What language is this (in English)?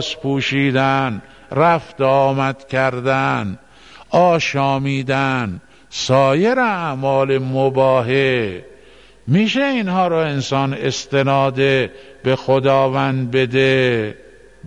Persian